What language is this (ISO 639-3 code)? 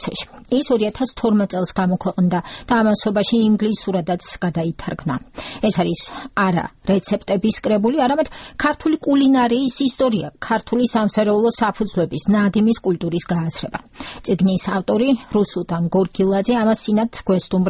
kat